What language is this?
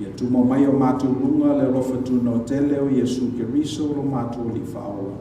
Samoan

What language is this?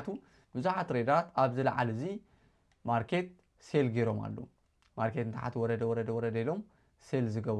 Tigrinya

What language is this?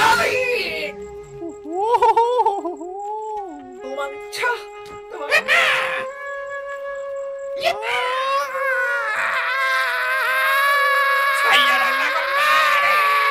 Korean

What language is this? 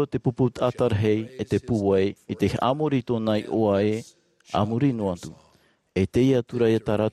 Tahitian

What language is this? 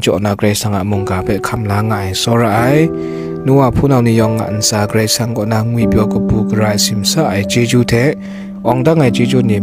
Kachin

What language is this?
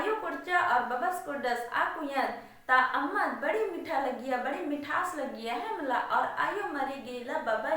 Kurukh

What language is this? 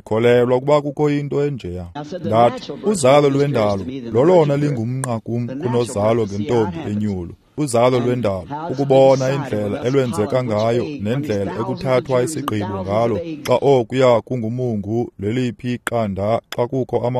Xhosa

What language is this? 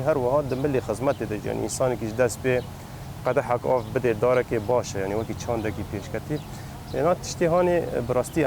Kurdish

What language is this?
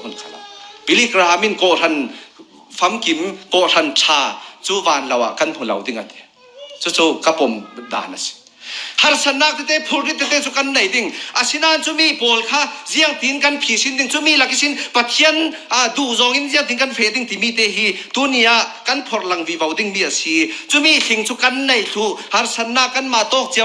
Falam Chin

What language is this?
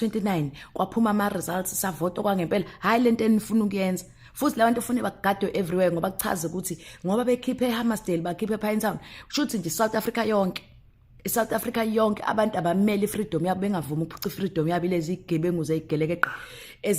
Zulu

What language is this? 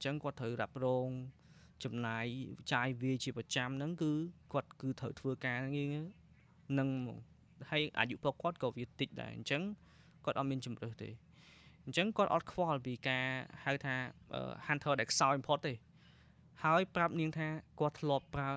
Khmer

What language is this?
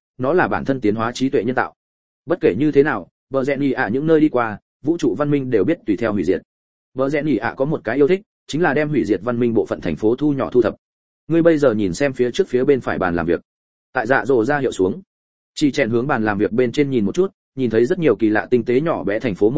Vietnamese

